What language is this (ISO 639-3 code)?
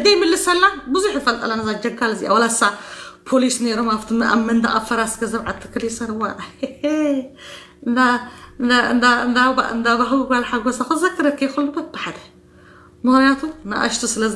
tir